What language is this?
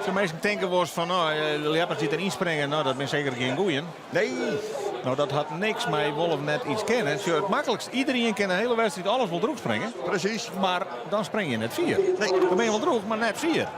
Western Frisian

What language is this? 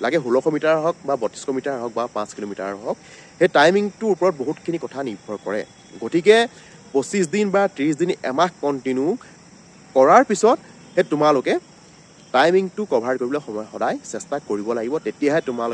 Assamese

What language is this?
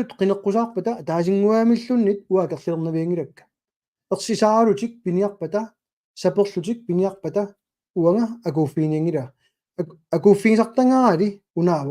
Kalaallisut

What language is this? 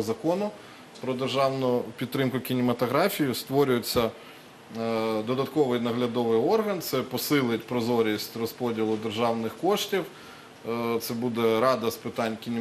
Ukrainian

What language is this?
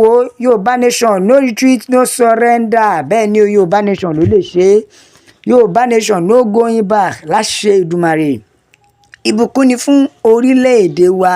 Yoruba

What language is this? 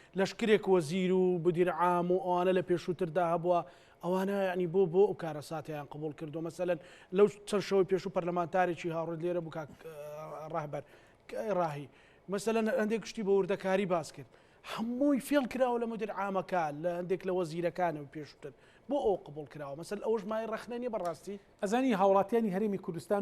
Central Kurdish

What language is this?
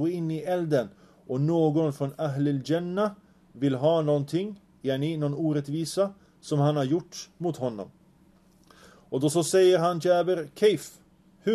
Swedish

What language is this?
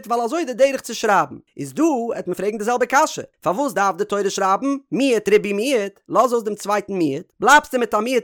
Yiddish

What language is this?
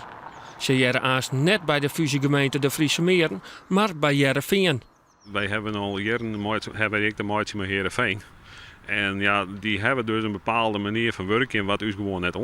Western Frisian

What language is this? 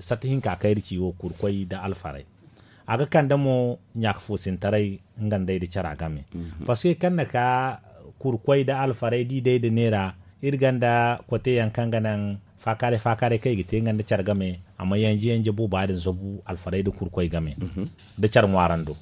Zarma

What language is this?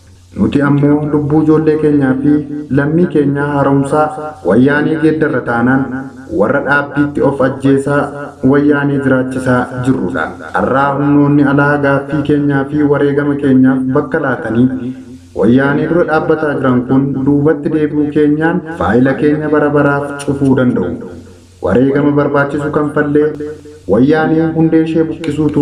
Oromo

